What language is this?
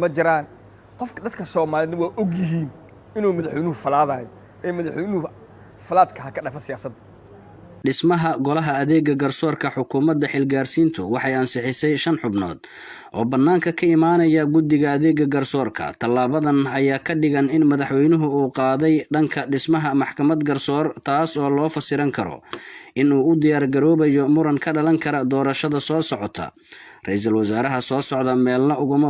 Somali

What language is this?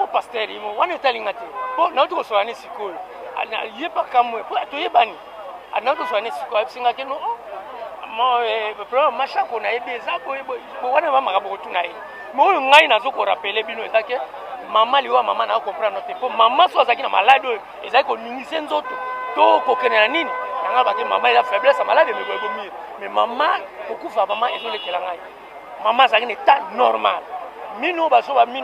Lingala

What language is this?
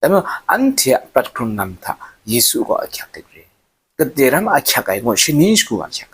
Kachin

